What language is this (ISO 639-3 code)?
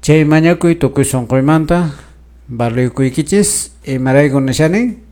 que